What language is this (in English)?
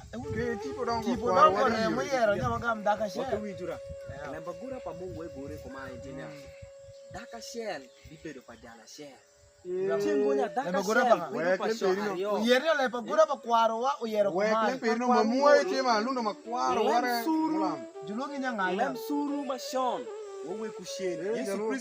Alur